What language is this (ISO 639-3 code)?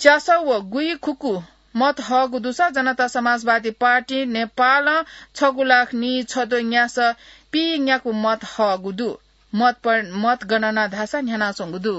new